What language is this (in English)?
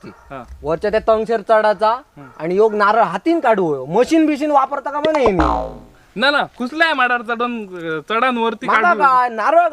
Konkani